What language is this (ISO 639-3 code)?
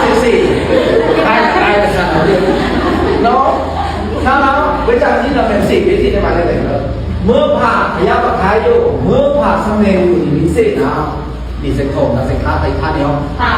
blk